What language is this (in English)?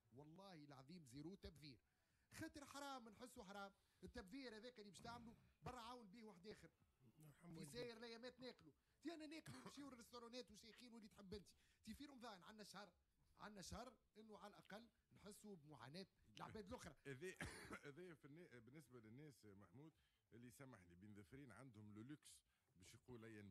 Tunisian Arabic